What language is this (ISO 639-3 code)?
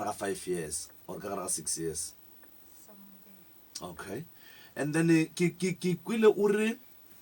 nso